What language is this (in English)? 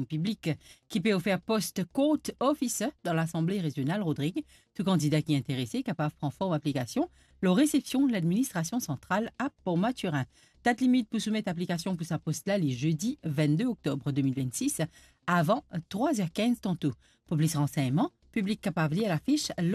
Morisyen